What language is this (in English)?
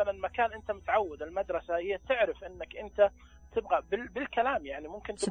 Najdi Arabic